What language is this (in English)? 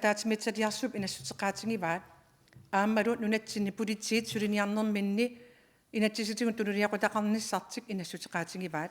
Kalaallisut